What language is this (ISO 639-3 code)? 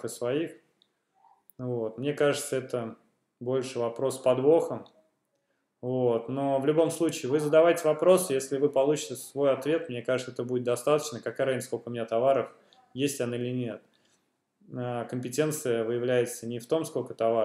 rus